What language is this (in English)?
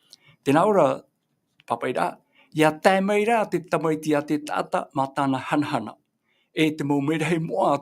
Tahitian